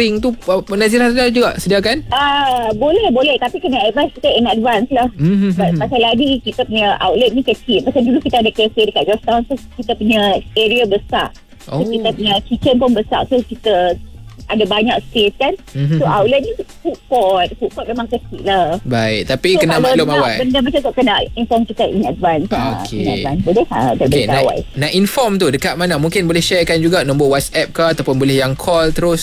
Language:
Malay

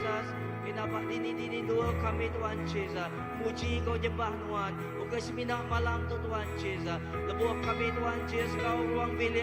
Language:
Iban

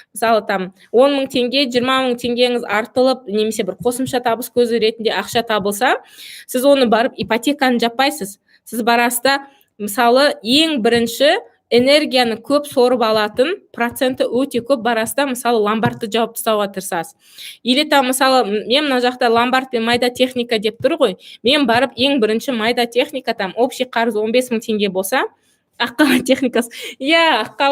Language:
Kazakh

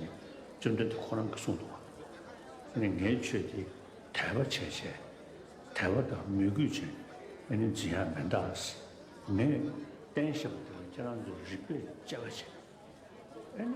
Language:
Tibetan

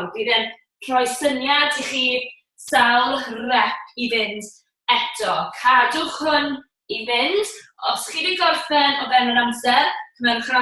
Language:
Welsh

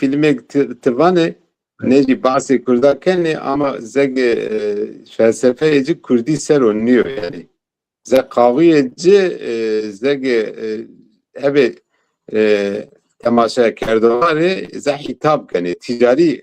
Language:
Zaza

